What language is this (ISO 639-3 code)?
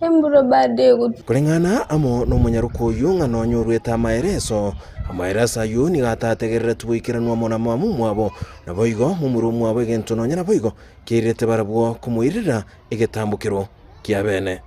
guz